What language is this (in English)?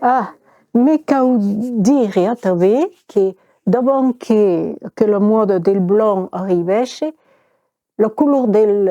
Occitan